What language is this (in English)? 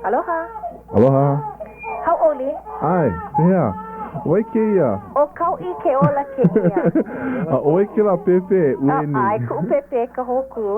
Hawaiian